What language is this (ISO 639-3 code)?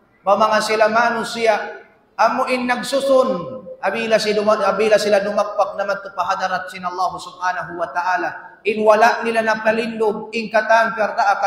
tsg